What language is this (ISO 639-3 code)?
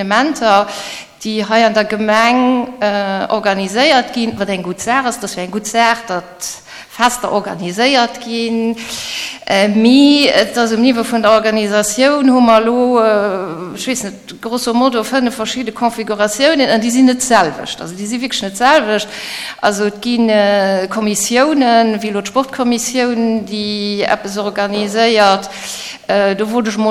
ltz